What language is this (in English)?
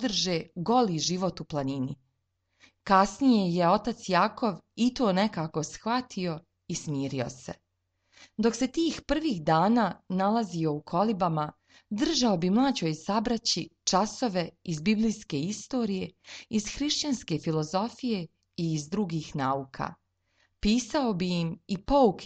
Serbian